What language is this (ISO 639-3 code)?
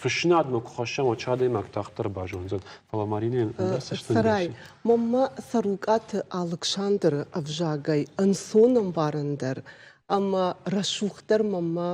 oss